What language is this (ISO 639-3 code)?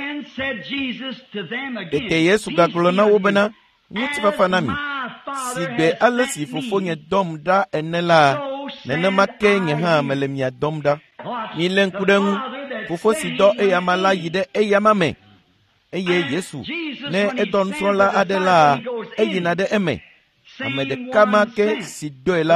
ewe